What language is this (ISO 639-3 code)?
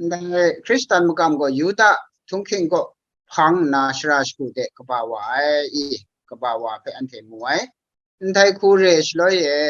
kac